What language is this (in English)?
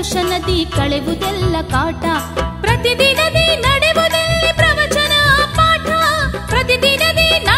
Kannada